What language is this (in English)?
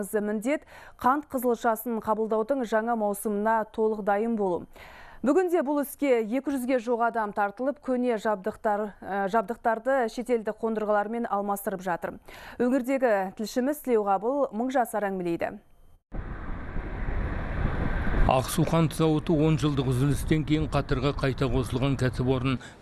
Kazakh